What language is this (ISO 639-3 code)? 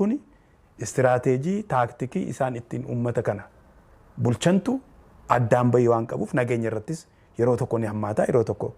orm